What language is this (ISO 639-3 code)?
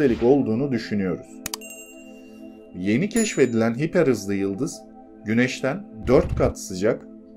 tur